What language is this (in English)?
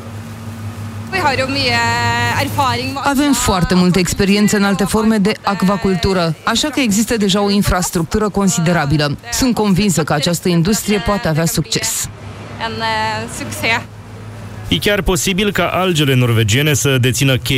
Romanian